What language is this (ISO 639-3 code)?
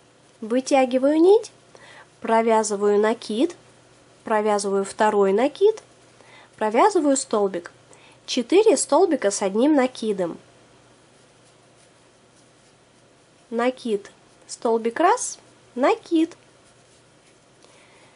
rus